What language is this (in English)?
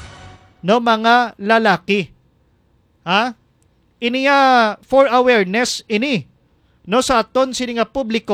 Hiligaynon